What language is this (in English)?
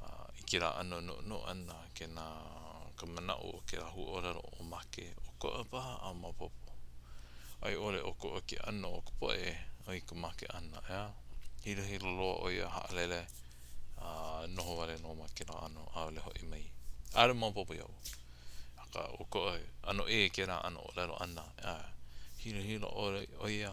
Hawaiian